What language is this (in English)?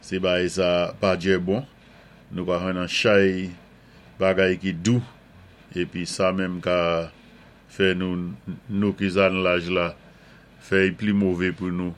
Saint Lucian Creole French